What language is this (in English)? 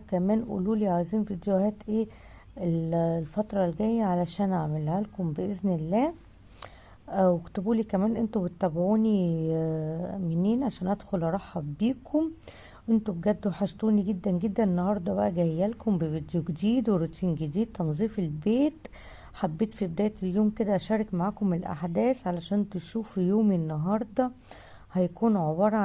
Egyptian Arabic